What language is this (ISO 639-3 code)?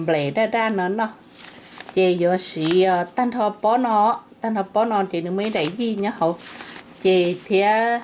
hmn